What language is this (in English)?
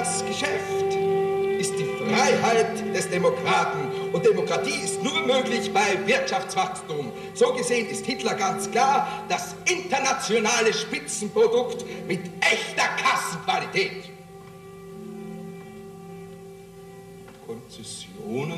German